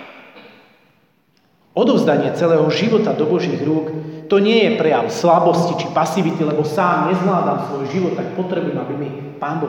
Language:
Slovak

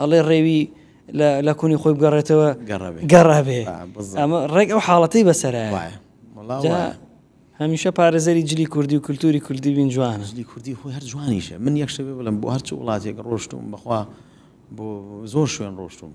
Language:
Central Kurdish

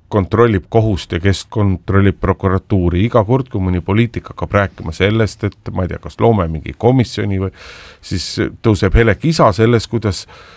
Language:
Estonian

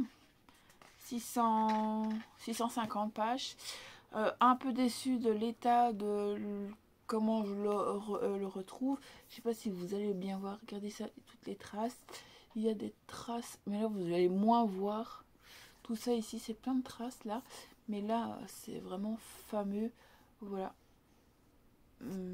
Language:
French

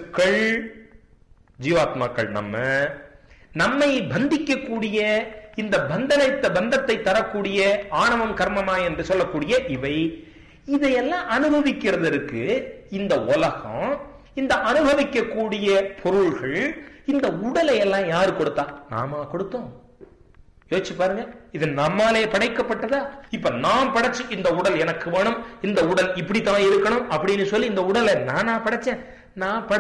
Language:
Tamil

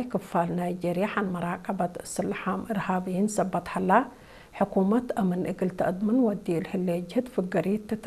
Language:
Tigre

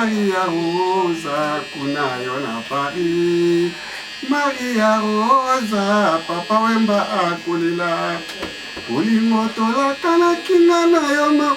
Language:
Lingala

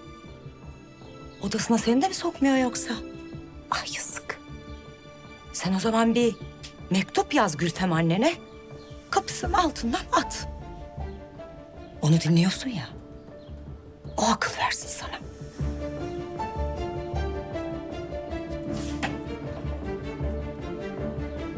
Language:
Turkish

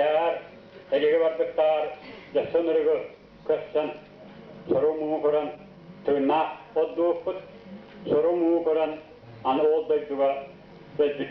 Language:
Yakut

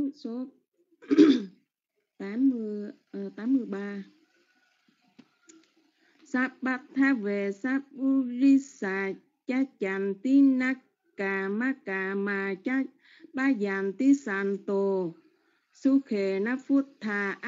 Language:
Vietnamese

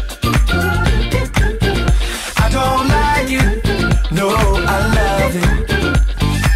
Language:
Dutch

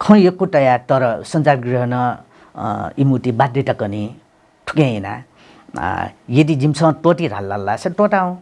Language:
Newari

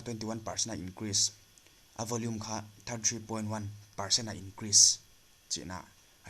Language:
Paite Chin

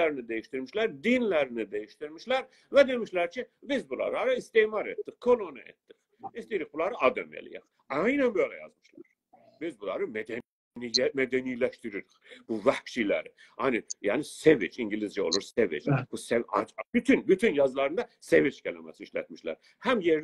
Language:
South Azerbaijani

